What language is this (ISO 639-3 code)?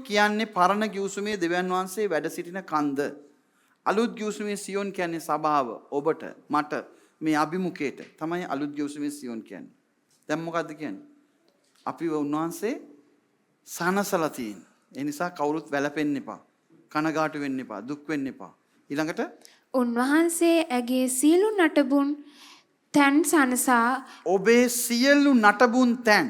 sin